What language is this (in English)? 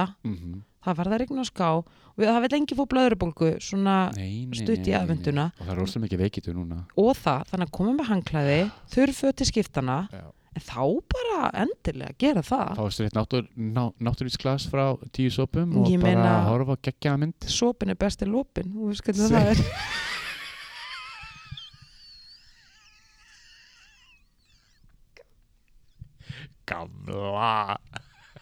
Icelandic